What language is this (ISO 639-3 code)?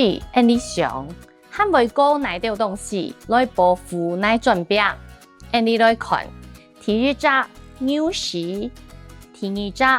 hak